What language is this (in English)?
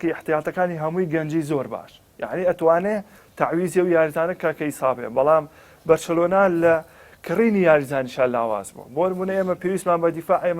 Central Kurdish